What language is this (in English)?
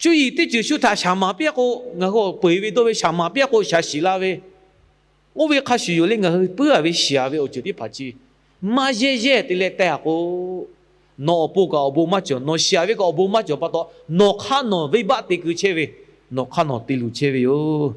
Lahu